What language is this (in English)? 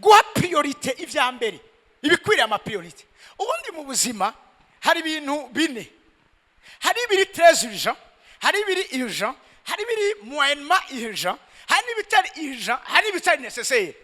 Rundi